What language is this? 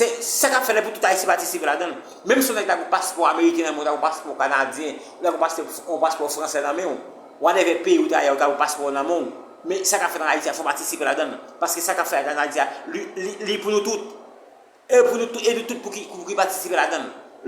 Haitian Creole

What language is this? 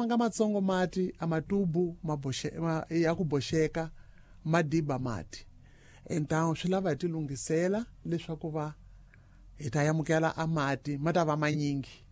Tsonga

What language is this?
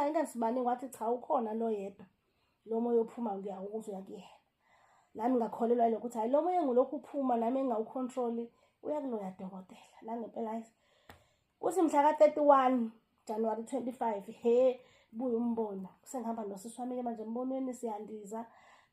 Zulu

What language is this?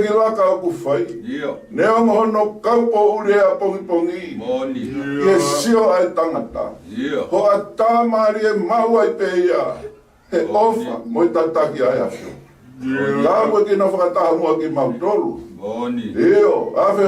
Tongan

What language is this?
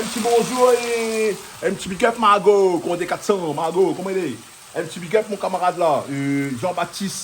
Réunion Creole French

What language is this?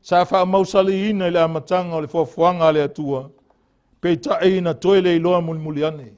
Samoan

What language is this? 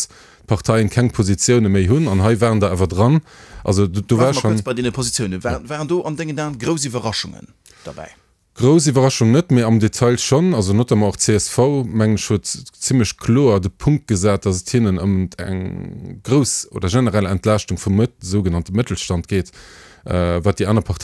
Luxembourgish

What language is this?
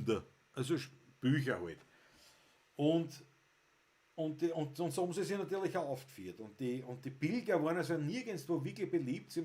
Bavarian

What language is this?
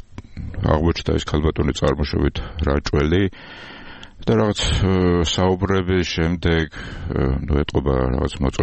Georgian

